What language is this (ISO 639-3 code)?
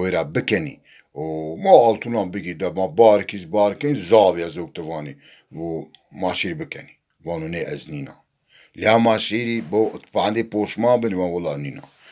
zza